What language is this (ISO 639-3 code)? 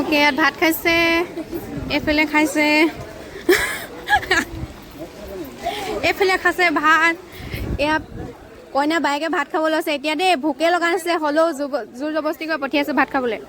asm